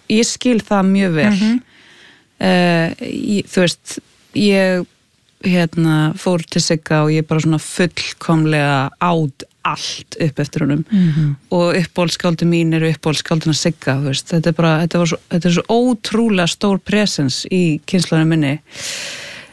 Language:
Icelandic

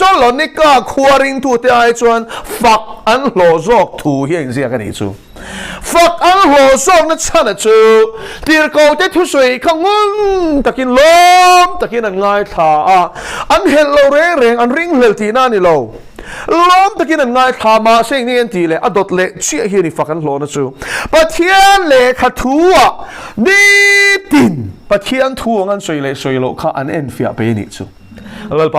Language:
Mizo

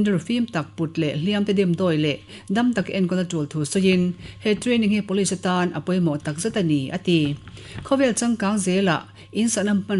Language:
Mizo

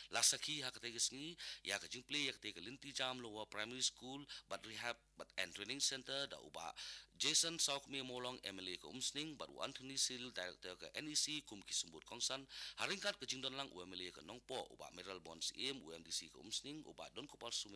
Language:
Khasi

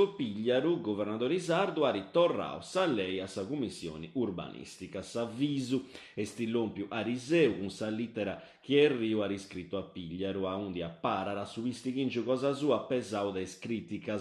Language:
Sardinian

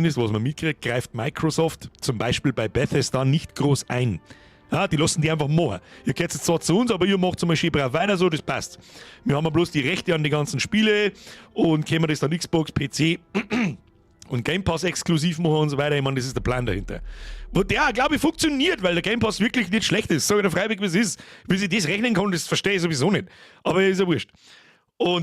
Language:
Bavarian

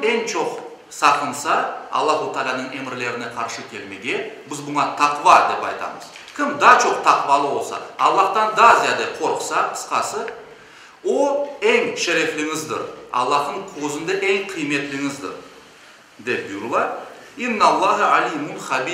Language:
Crimean Tatar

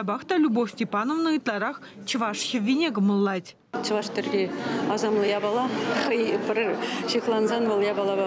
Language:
Chuvash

